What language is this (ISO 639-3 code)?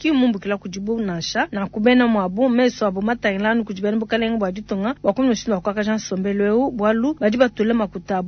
lua